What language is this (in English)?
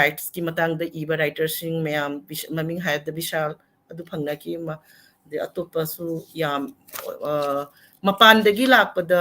Manipuri